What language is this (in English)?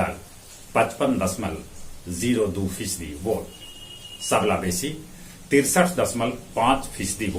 Magahi